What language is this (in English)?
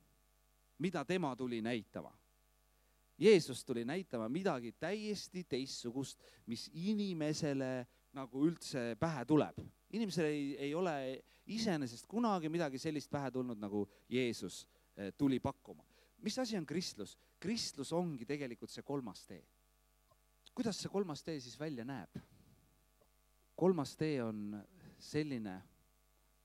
Estonian